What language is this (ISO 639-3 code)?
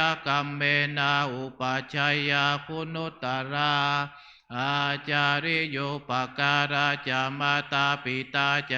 pli